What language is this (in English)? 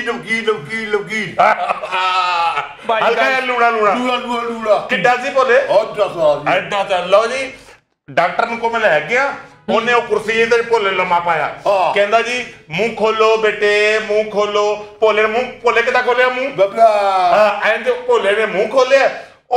Punjabi